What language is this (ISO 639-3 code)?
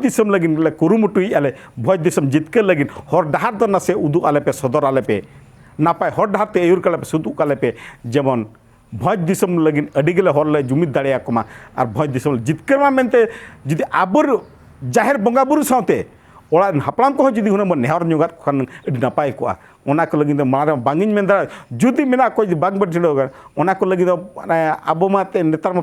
sat